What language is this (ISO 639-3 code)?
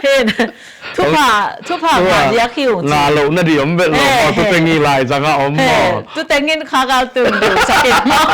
ctd